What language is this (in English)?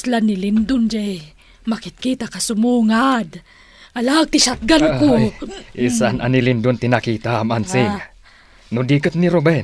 Iloko